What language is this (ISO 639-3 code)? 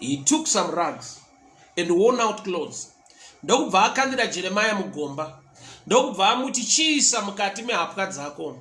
sna